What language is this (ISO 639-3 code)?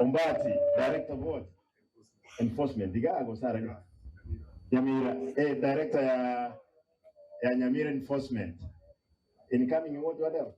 guz